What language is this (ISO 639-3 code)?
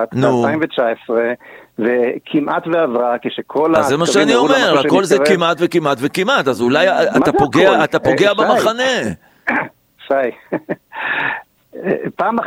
heb